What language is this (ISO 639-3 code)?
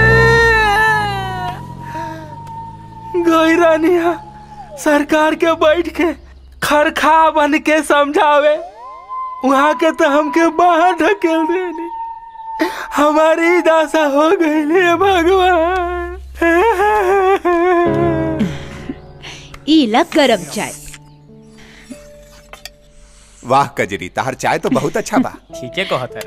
bho